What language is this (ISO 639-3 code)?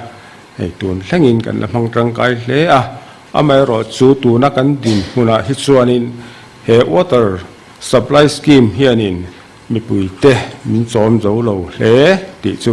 lus